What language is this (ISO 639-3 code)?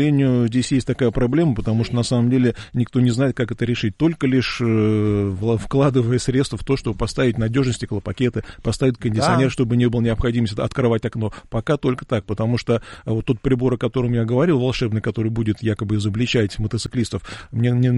rus